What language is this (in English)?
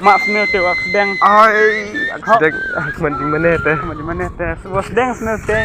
Khasi